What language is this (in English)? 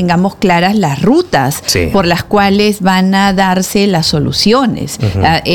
Spanish